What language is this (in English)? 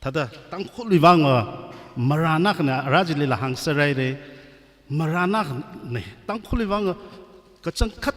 Tangkhul Naga (India)